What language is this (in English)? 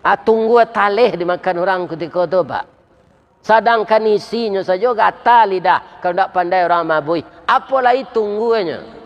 Minangkabau